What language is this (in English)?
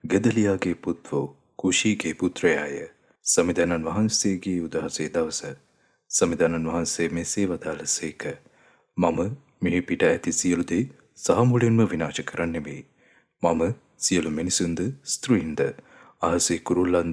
Sinhala